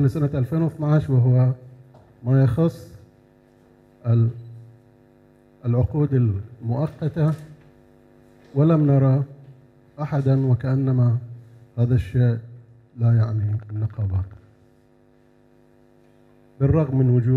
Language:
Arabic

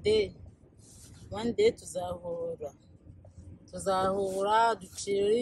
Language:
Kinyarwanda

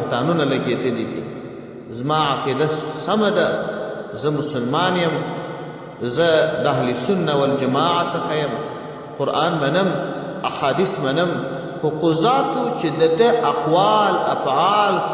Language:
Pashto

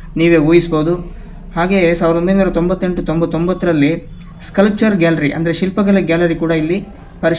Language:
Kannada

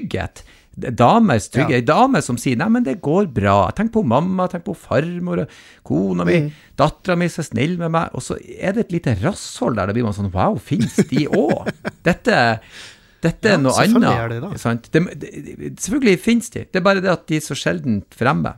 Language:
Norwegian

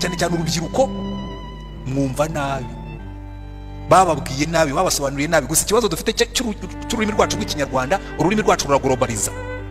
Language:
Kinyarwanda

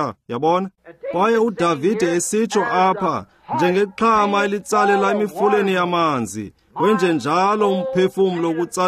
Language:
Xhosa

